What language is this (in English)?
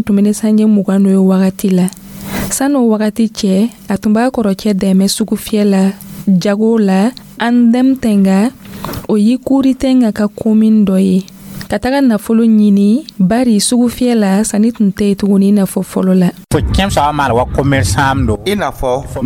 Dyula